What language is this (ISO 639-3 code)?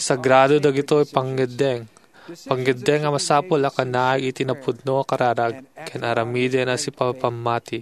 ilo